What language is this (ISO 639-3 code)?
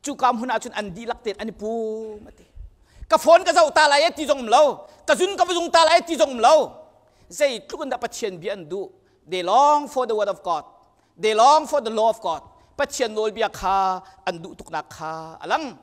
cnh